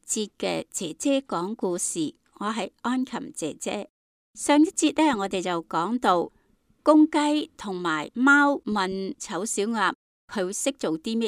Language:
Cantonese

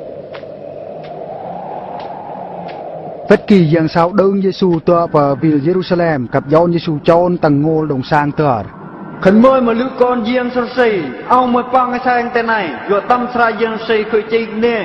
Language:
Eastern Bru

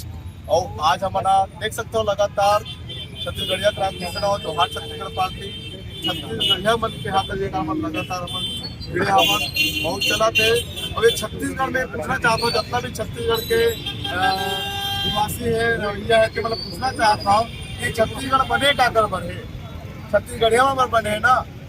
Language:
Chhattisgarhi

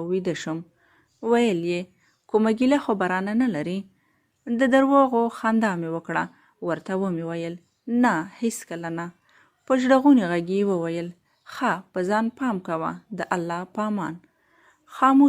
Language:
Pashto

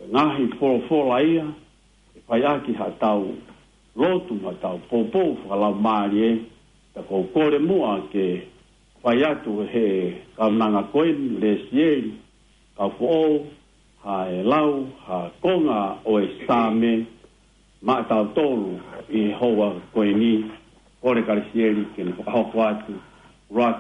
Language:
Tongan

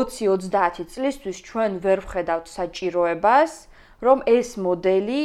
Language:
Georgian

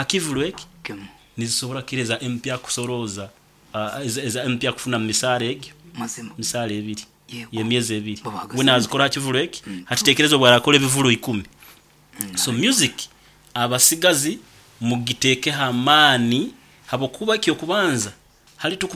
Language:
Nyoro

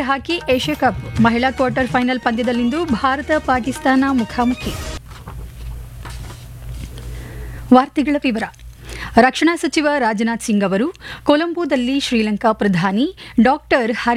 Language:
Kannada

